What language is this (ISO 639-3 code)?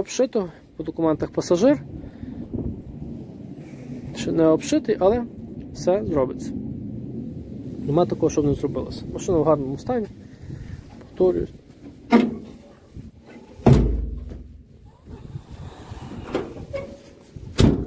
ukr